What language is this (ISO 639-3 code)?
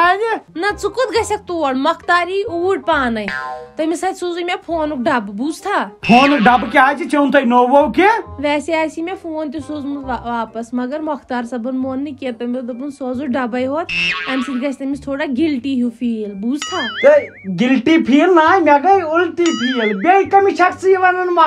kas